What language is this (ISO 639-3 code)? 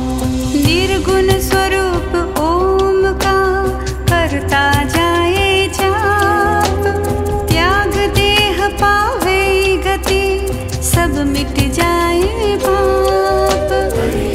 hin